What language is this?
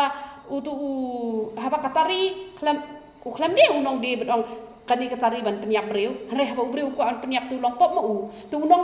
Khasi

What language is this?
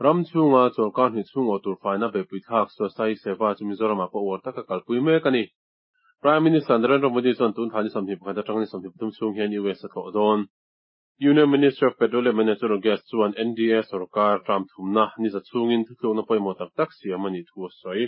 Mizo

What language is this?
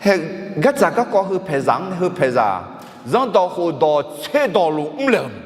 Akha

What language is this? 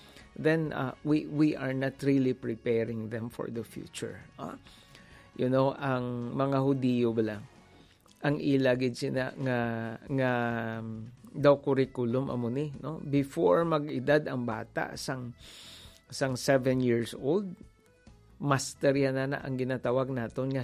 Hiligaynon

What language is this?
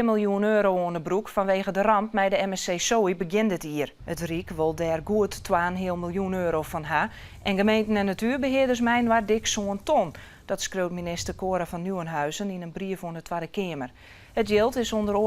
Western Frisian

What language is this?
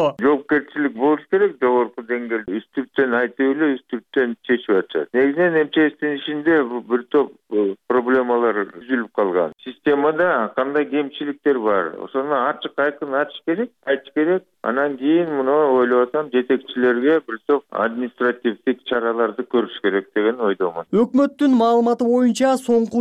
Kyrgyz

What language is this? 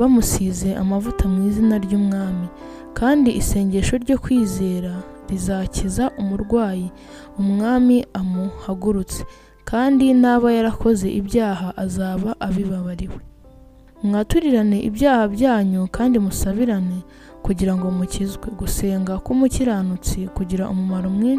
Kinyarwanda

